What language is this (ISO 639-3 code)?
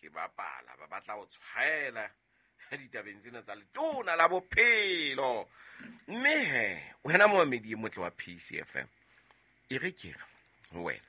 sot